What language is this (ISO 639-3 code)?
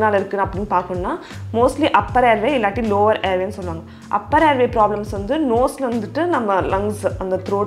tam